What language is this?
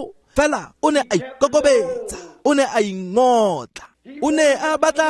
Tswana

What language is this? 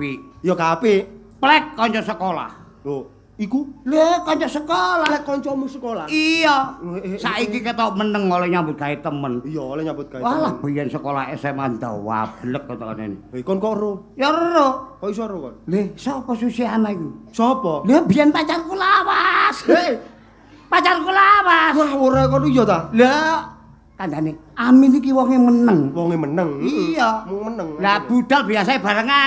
Javanese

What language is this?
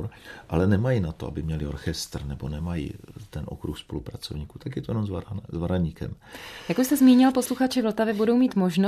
Czech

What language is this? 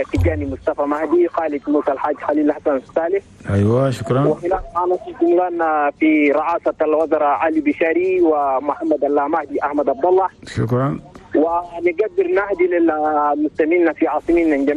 Chadian Arabic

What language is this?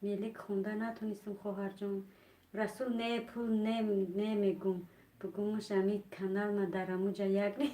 Tajik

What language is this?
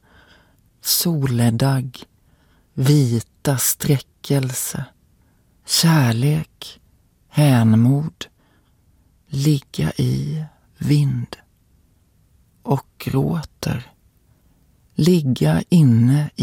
Swedish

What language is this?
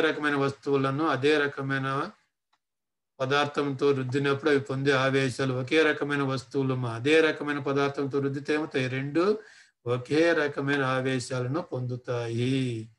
Telugu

